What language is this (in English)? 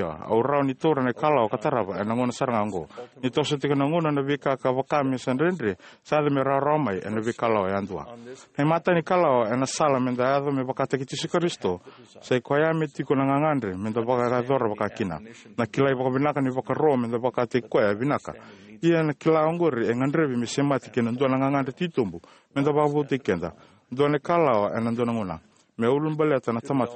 Fijian